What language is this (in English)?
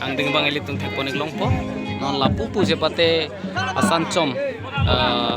Karbi